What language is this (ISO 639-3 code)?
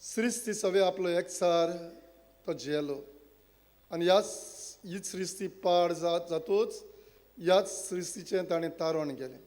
kok